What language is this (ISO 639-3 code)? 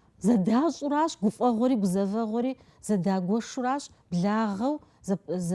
kbd